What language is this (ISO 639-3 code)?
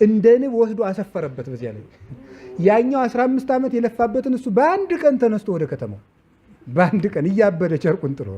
amh